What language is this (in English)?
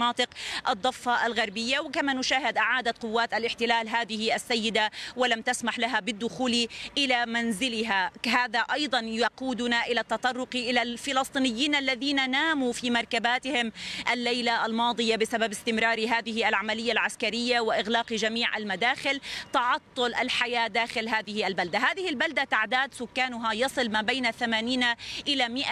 Arabic